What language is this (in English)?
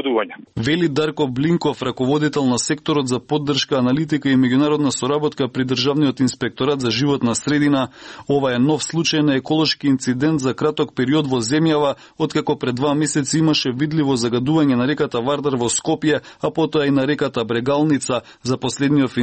Macedonian